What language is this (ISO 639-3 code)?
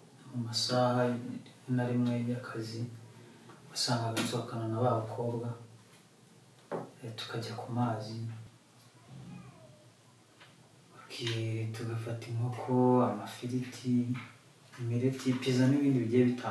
kin